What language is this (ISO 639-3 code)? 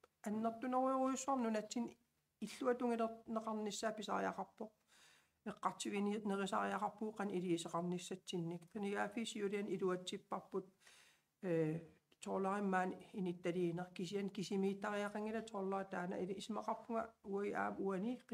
kal